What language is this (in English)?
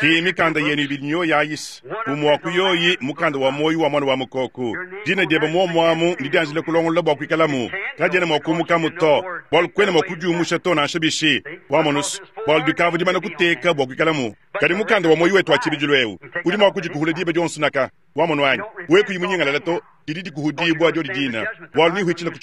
Luba-Lulua